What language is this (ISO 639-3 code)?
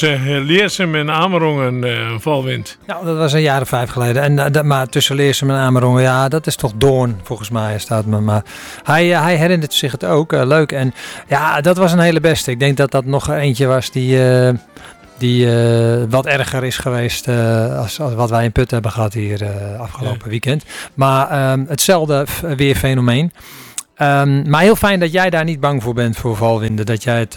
nld